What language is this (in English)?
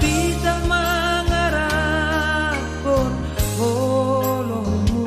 Batak Simalungun